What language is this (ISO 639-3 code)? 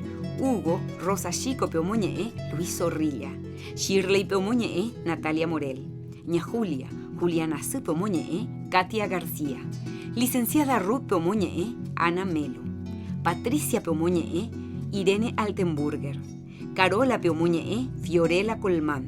grn